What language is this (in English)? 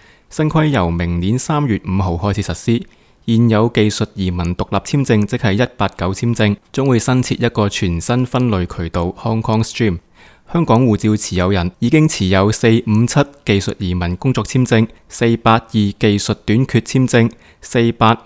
Cantonese